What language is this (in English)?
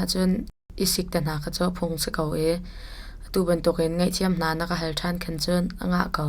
Hakha Chin